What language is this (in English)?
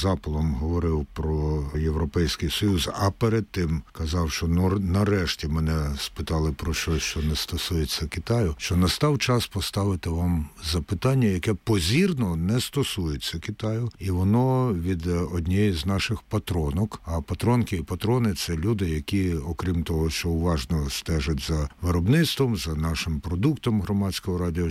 Ukrainian